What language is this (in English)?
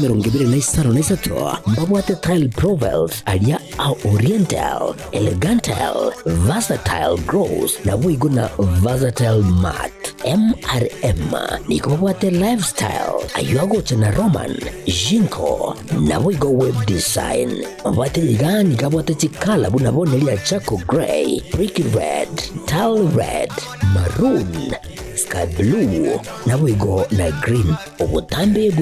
Gusii